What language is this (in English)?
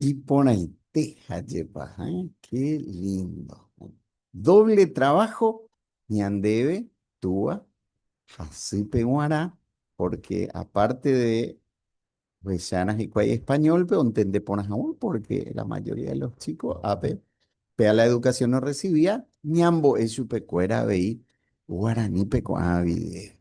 Guarani